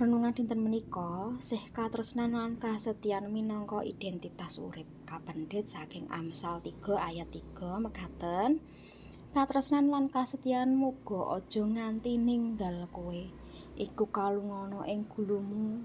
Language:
Javanese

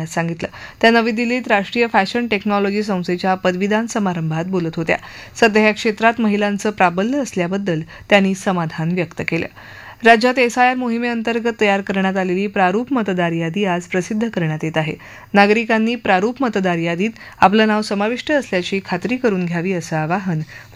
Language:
Marathi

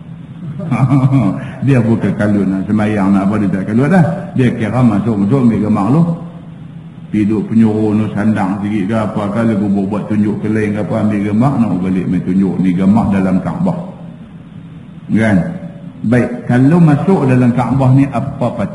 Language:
Malay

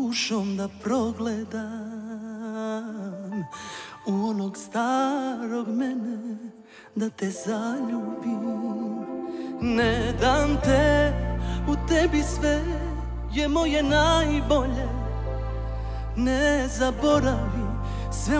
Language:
Serbian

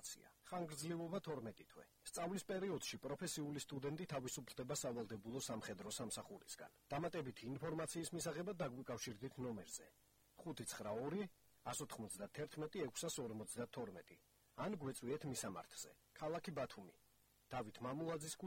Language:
Georgian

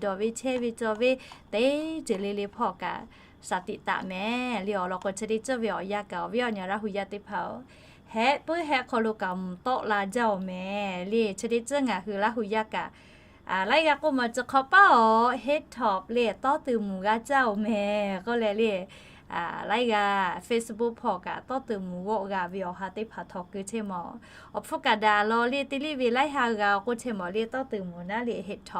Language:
Lahu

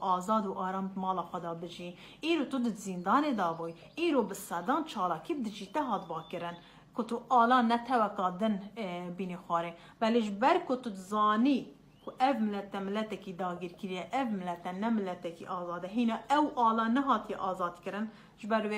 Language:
Kurdish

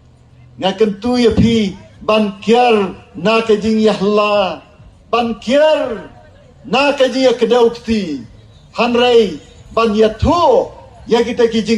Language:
Khasi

